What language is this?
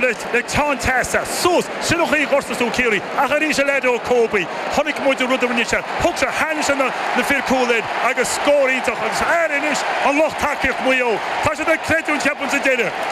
Irish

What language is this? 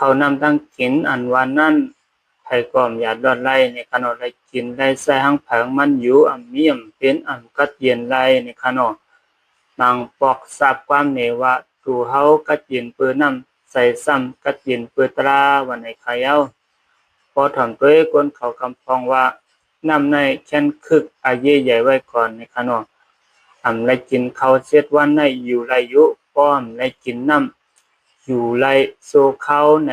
Shan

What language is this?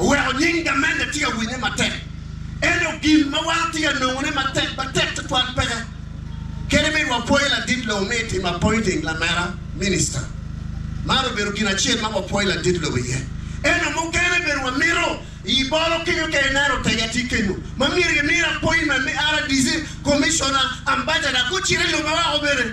Acoli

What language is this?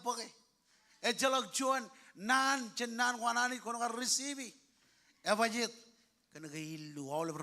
Marshallese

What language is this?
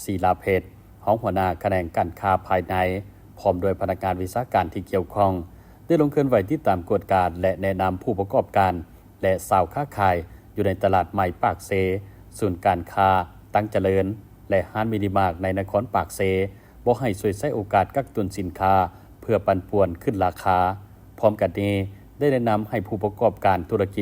Lao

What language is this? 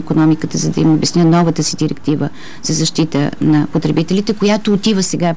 Bulgarian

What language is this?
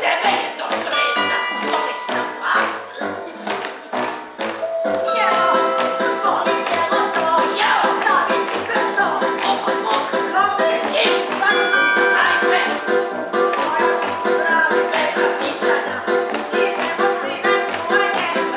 Serbian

